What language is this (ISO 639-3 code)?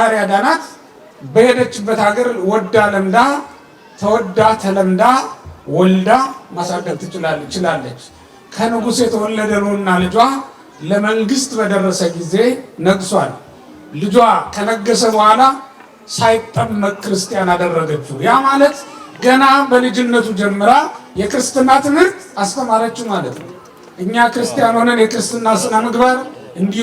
amh